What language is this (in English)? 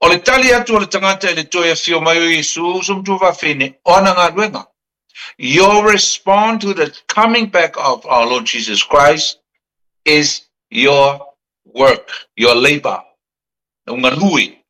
Samoan